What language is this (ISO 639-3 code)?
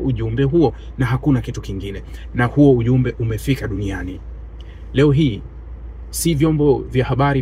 swa